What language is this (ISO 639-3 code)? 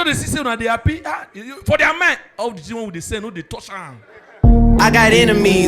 pcm